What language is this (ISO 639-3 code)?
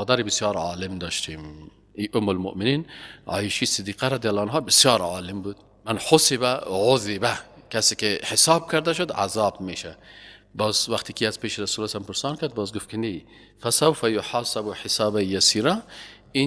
fas